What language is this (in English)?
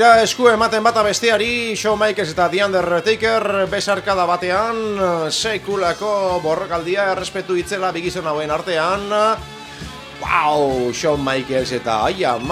Basque